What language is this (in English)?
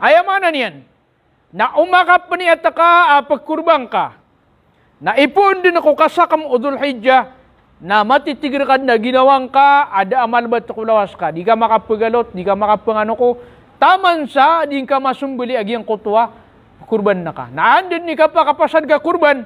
Maranao